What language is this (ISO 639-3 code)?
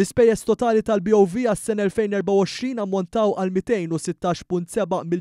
mlt